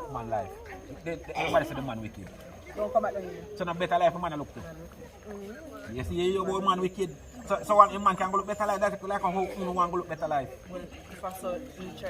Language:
Jamaican Creole English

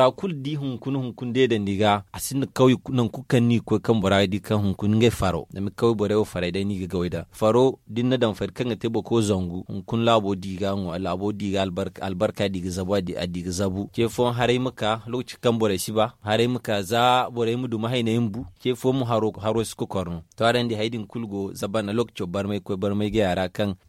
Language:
Zarma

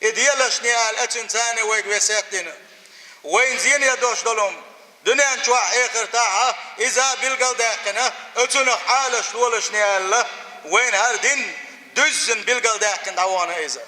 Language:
Chechen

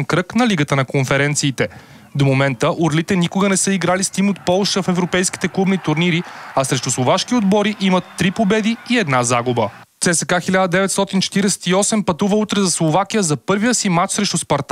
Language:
Bulgarian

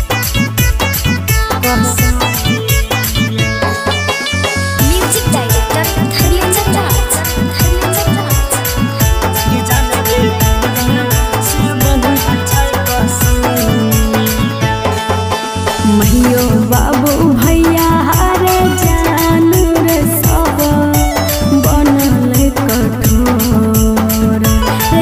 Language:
Bhojpuri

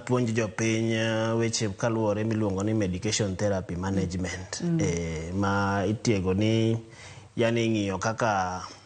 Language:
Luo (Kenya and Tanzania)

